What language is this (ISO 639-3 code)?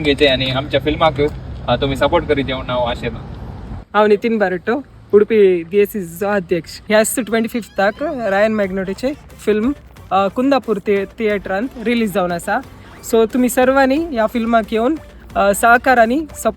kok